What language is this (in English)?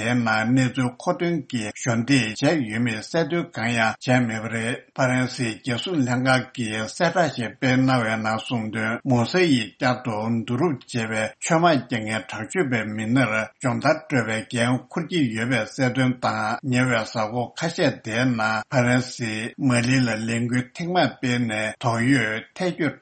Tibetan